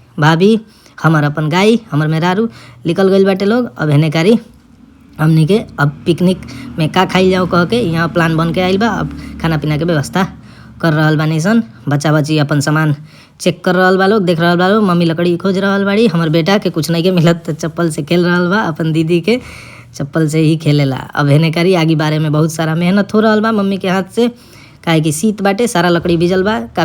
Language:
Bhojpuri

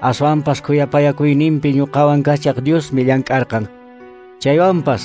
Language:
Quechua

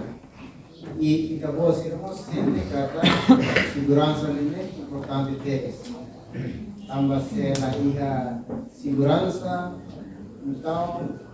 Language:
Tetum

